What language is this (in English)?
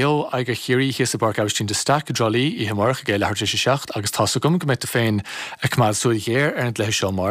Irish